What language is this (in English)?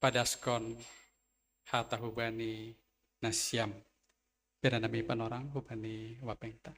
Batak Simalungun